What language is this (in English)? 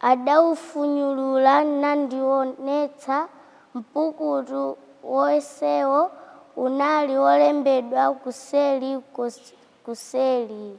Nyanja